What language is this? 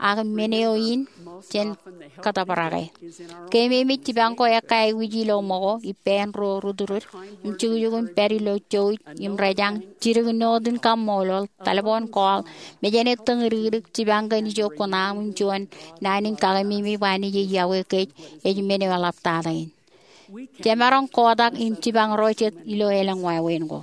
Marshallese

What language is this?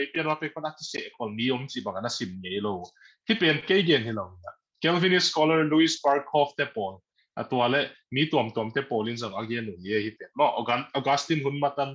Tedim Chin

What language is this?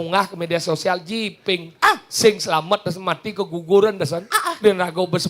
Balinese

